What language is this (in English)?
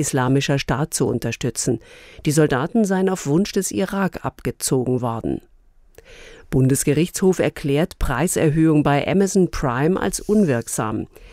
German